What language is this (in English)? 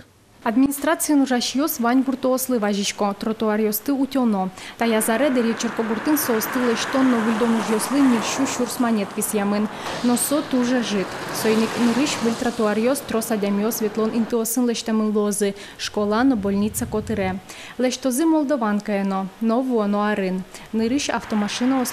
Udmurt